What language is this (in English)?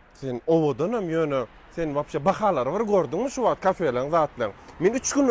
Turkmen